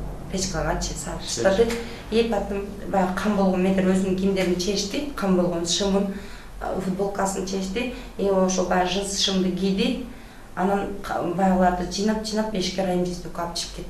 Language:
Kyrgyz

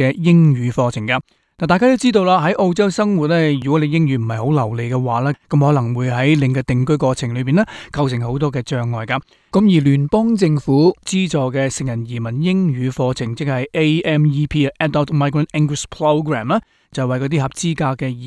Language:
Cantonese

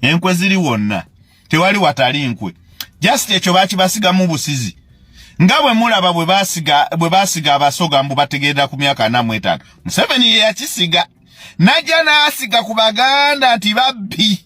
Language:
Ganda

